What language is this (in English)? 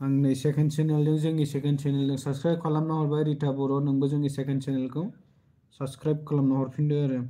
Bodo